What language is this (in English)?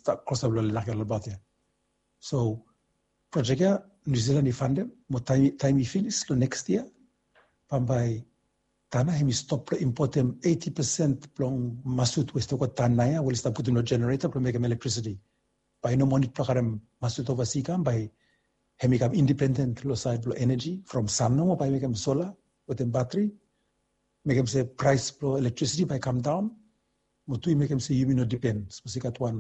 Bislama